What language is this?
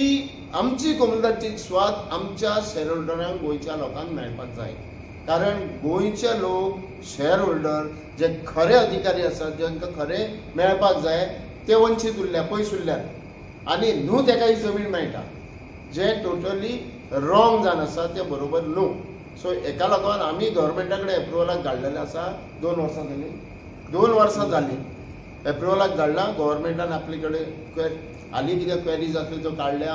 Konkani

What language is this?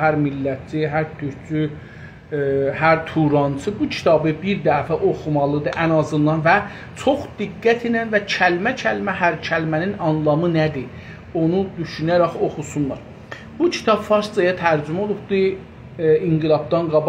South Azerbaijani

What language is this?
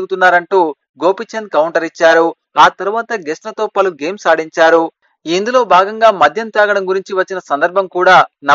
Telugu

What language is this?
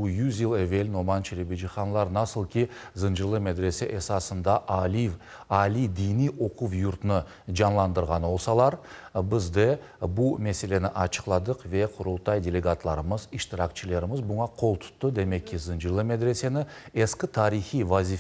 Crimean Tatar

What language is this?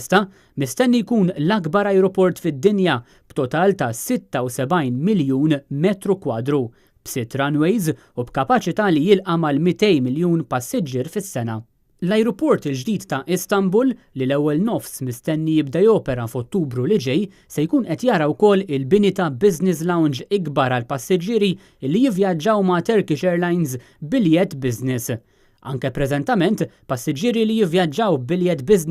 Maltese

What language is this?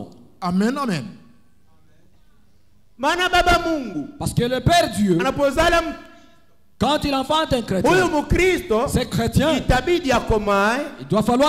Swahili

